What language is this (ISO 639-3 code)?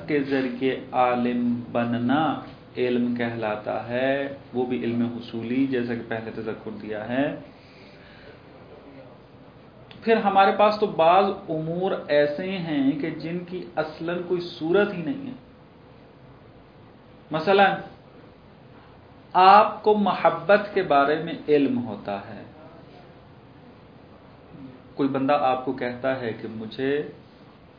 urd